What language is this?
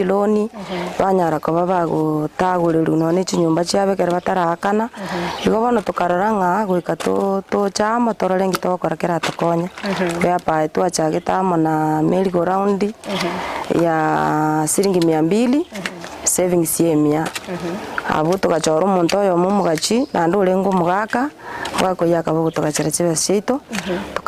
Gusii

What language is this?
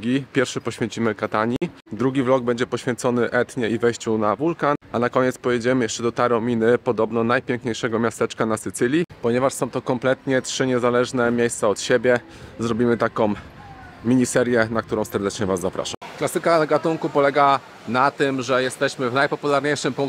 Polish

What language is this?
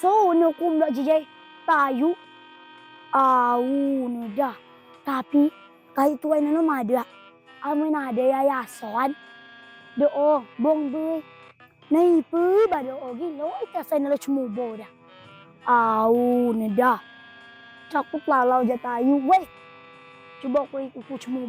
Rejang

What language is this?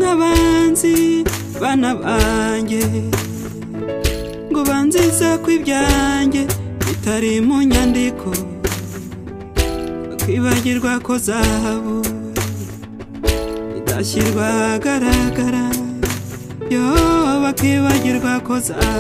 Kinyarwanda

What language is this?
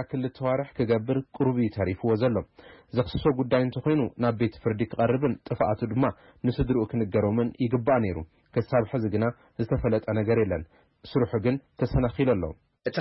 Tigrinya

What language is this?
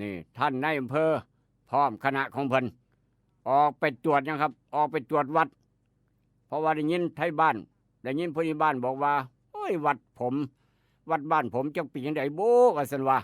Northeastern Thai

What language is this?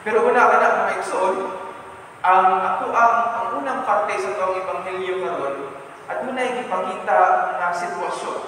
Cebuano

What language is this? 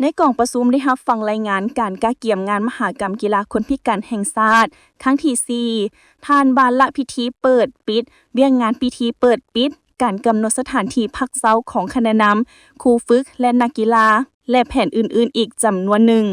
Lao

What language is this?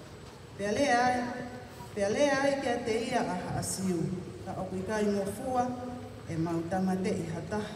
Tongan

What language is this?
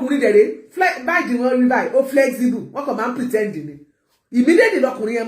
Yoruba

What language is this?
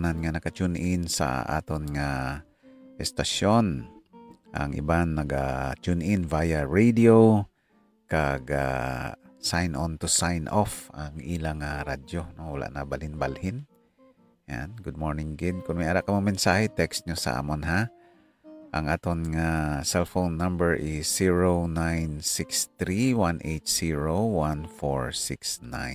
Hiligaynon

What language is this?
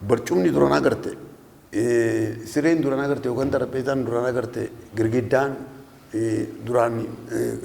Oromo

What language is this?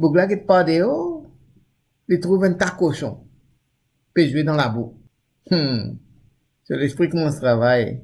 Morisyen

